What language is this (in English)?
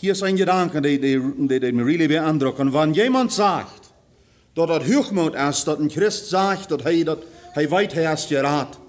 Plautdietsch